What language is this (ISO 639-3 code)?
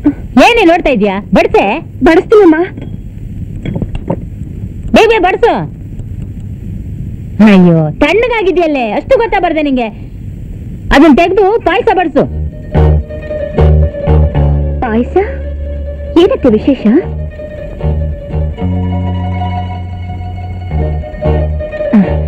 kan